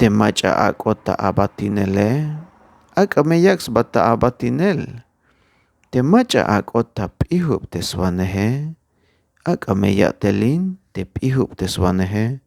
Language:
Tzeltal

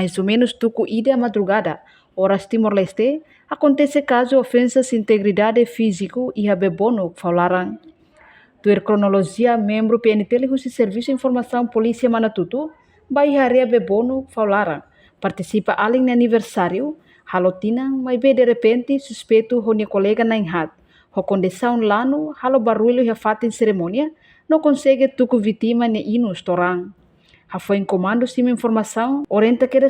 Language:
Tetum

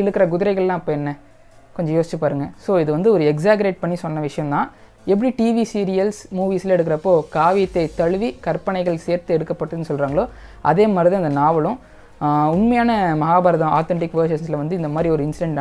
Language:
Tamil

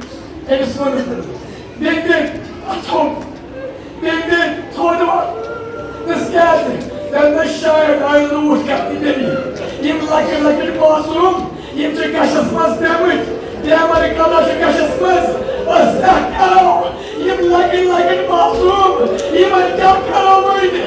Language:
Kashmiri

